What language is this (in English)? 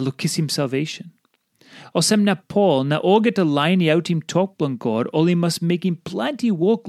Tok Pisin